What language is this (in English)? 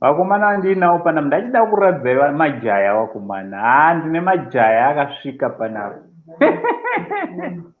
Shona